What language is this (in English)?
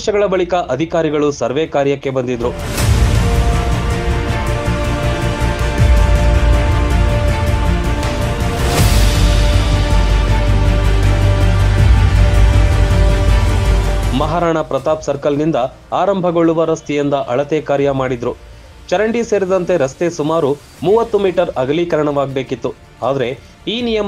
Kannada